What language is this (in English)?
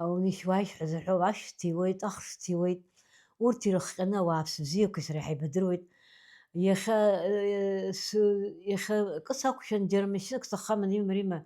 Abkhazian